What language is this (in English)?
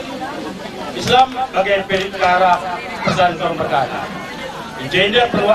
Batak Karo